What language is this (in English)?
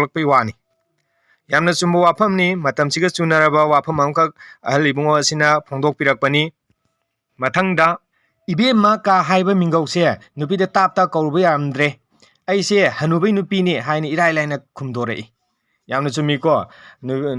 Manipuri